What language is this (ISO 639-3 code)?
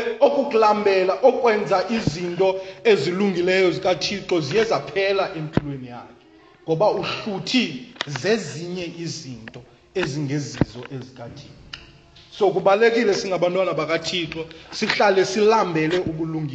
xho